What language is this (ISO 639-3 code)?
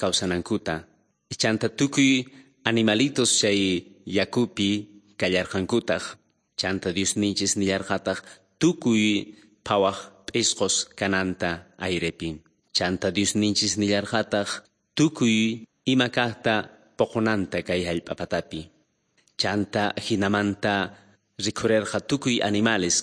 quh